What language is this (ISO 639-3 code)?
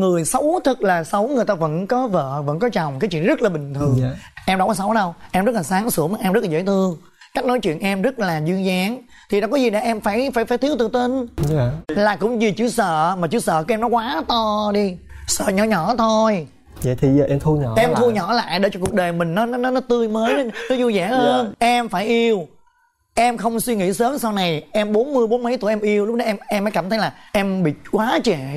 vie